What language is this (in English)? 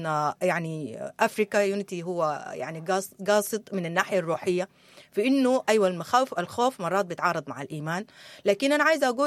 Sudanese Arabic